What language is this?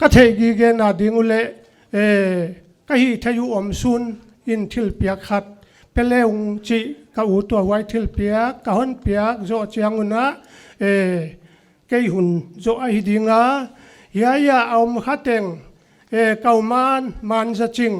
Paite Chin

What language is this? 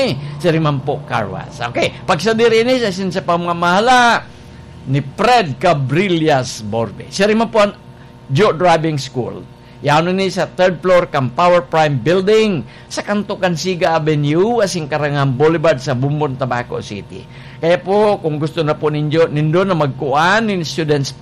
Bikol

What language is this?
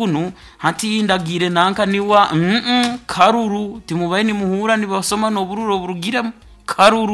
Nyoro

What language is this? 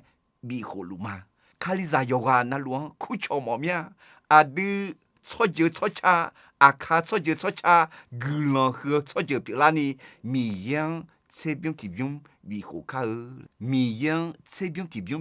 Akha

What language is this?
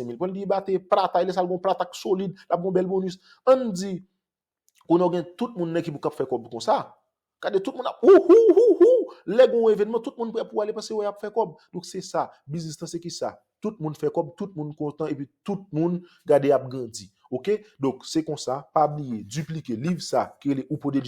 Haitian Creole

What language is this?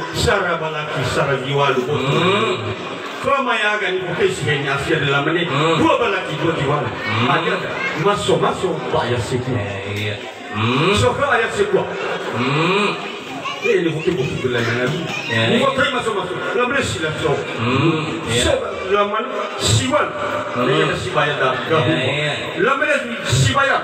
Nias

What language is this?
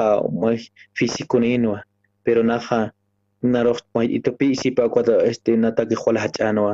Aymara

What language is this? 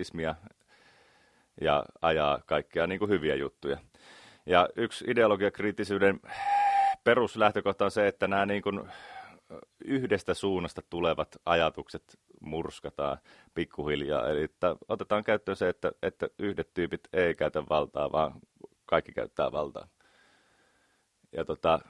Finnish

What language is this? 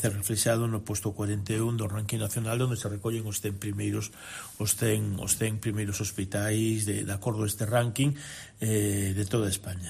Galician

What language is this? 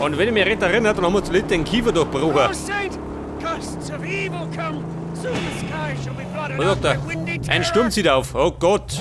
Bavarian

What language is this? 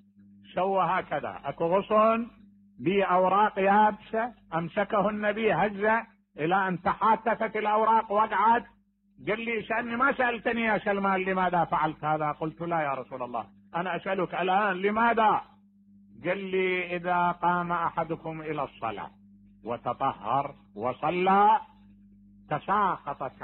Mesopotamian Arabic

